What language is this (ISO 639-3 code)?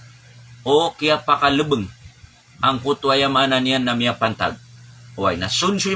mrw